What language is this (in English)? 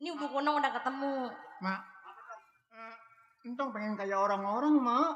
Betawi